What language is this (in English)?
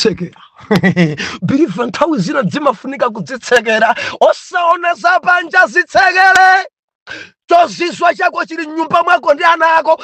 Nyanja